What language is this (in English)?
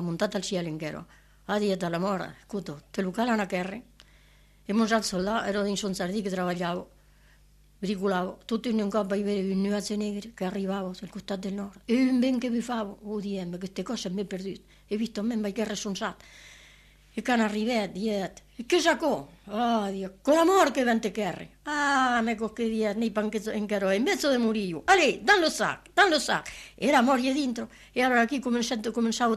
Italian